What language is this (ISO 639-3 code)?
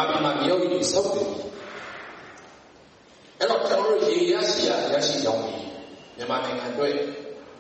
mya